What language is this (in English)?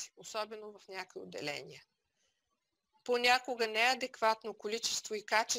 Bulgarian